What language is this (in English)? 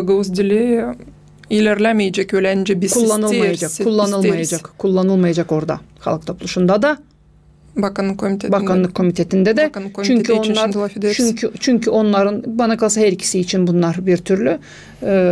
Gagauz